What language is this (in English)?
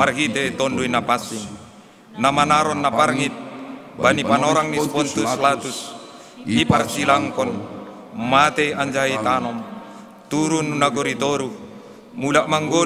Batak Simalungun